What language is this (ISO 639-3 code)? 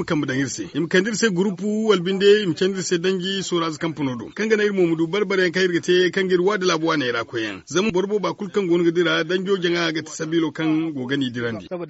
dje